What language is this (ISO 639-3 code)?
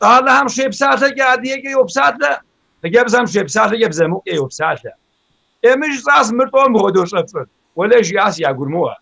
kbd